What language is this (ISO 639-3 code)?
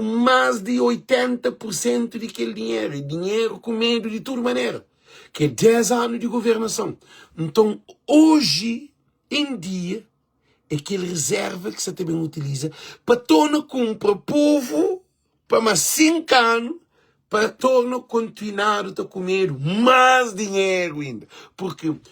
kea